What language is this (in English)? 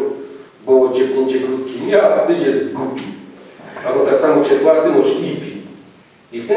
Silesian